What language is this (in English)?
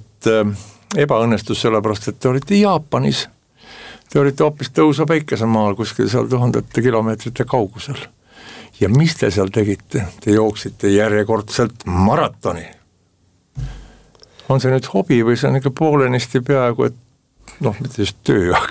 Estonian